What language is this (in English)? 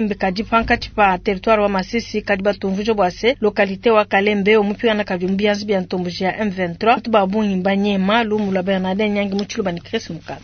Luba-Lulua